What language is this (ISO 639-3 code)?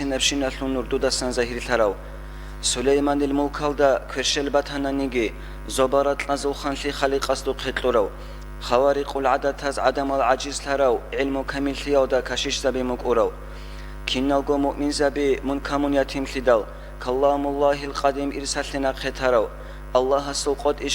ava